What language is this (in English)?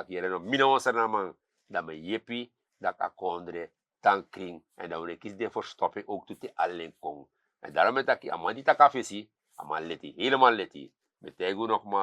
Sranan Tongo